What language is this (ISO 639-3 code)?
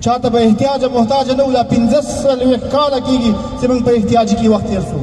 pus